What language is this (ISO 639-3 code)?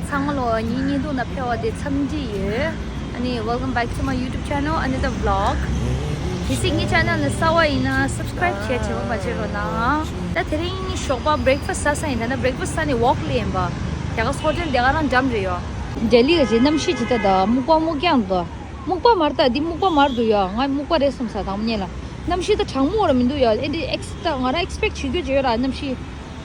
bod